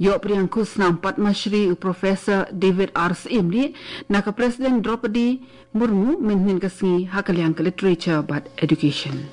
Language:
Khasi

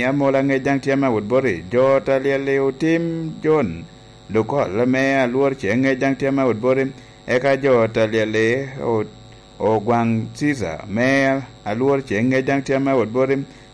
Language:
Lango (Uganda)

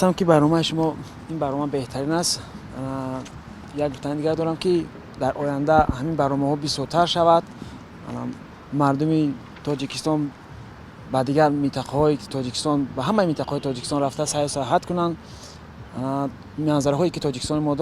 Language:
Tajik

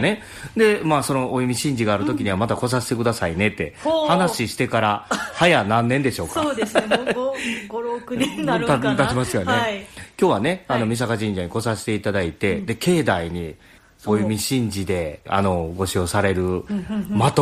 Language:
Japanese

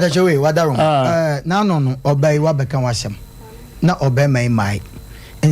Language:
Akan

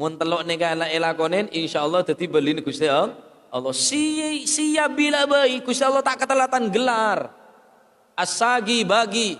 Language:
Madurese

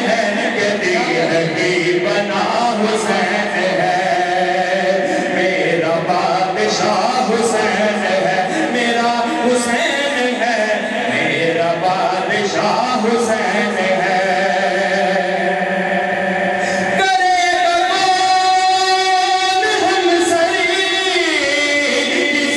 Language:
Urdu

